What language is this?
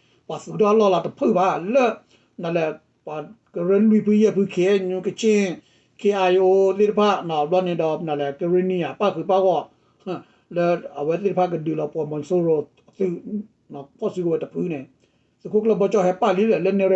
S'gaw Karen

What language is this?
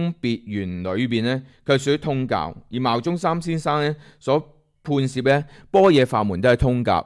Cantonese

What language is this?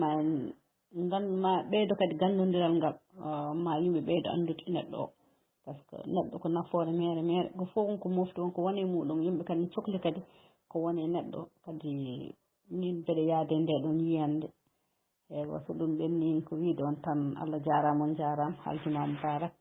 Fula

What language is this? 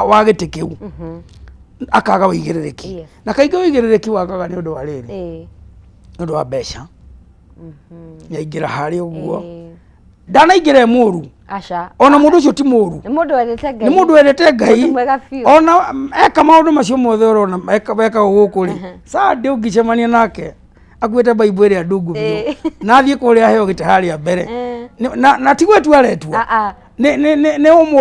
Kikuyu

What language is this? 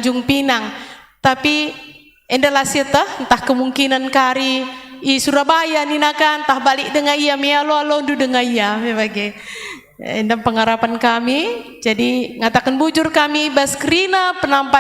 Batak Karo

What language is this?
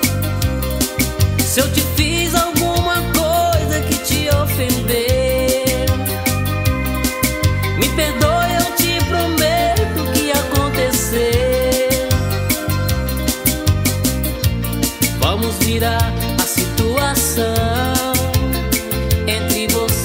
Portuguese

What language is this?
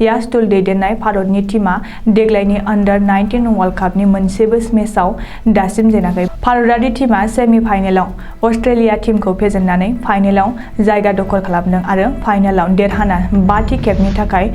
Bodo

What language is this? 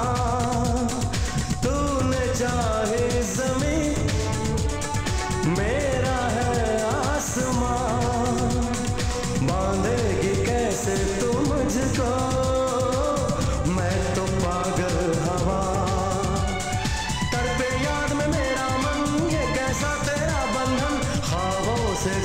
Hindi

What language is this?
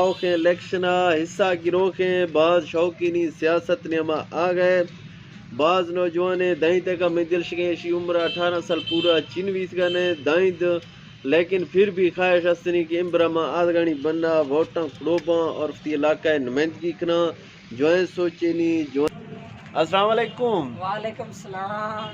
Eastern Balochi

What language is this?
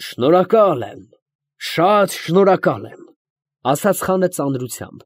Armenian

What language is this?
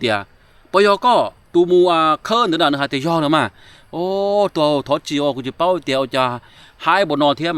Hmong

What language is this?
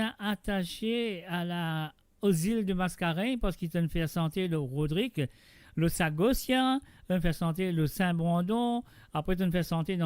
Morisyen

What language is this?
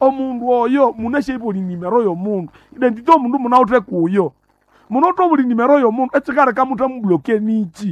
Nande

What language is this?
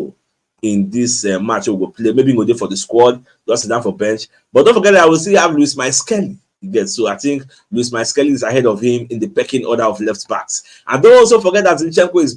Nigerian Pidgin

